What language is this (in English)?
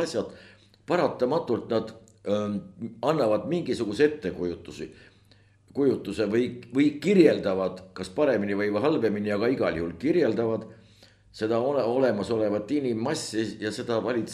Estonian